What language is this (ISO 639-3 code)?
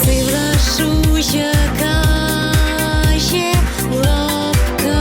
chv